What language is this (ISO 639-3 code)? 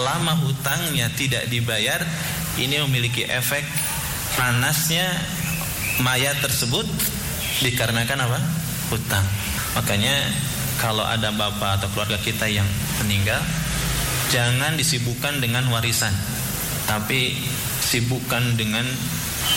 ind